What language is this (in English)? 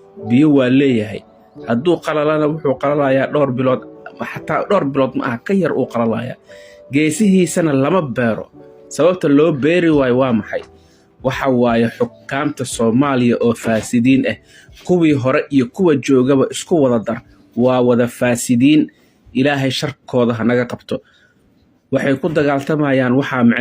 Somali